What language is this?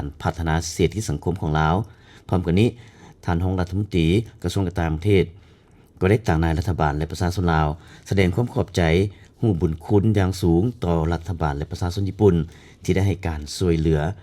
Lao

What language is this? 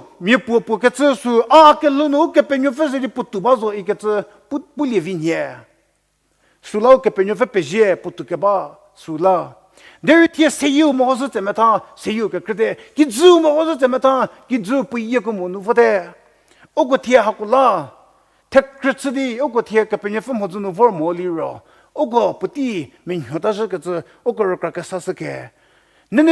Angami Naga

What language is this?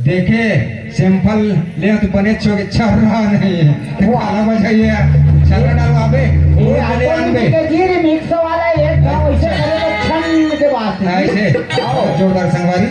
Chhattisgarhi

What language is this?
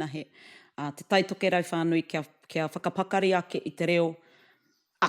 Māori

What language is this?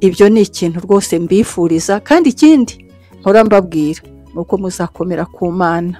Kinyarwanda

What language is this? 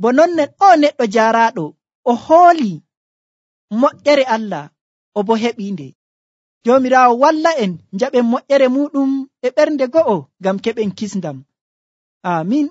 Nigerian Fulfulde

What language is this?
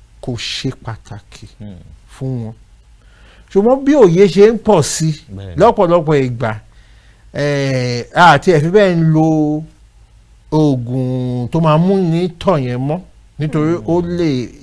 Yoruba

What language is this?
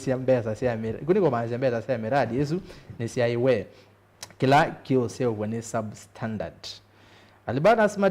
Kamba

